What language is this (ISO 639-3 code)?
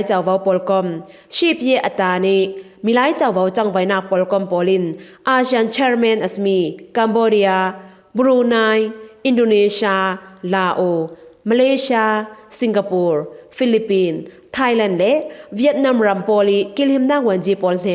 cfm